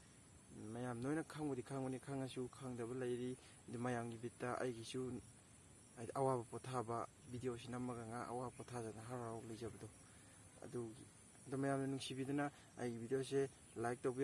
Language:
Manipuri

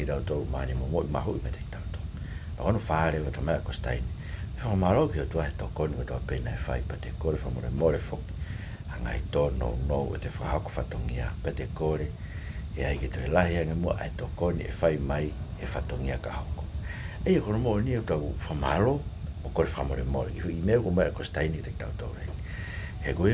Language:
Tongan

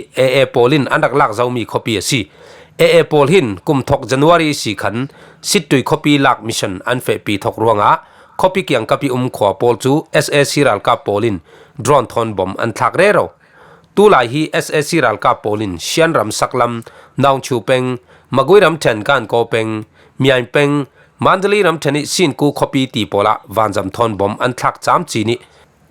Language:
Falam Chin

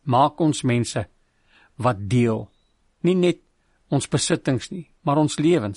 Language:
Afrikaans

